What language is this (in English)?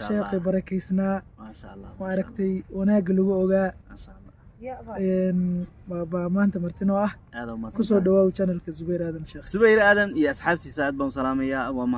Somali